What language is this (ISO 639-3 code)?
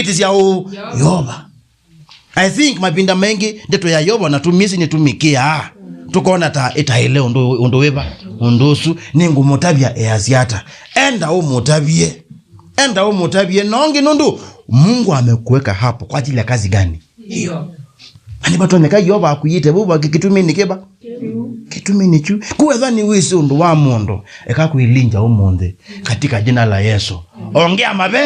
kam